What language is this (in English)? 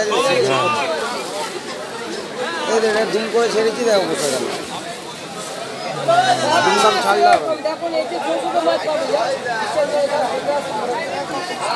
Bangla